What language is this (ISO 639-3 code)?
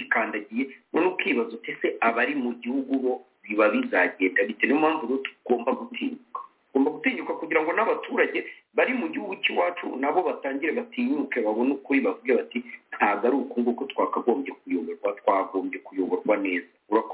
kin